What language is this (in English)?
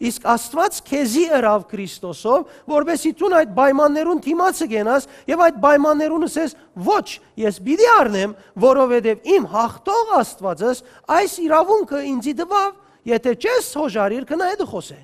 Western Armenian